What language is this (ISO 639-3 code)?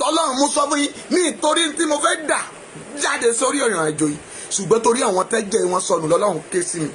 yor